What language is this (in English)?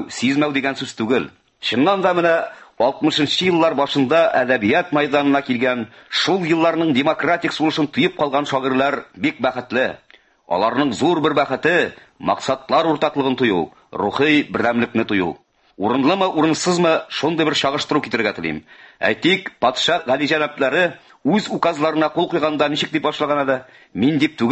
Tatar